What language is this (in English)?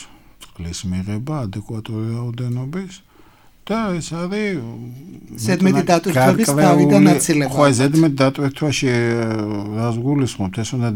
Georgian